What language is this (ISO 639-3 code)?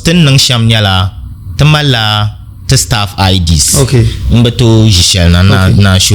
dag